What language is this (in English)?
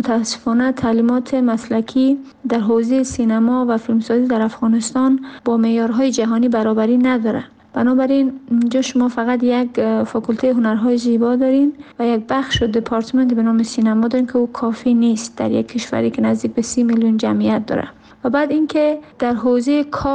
Persian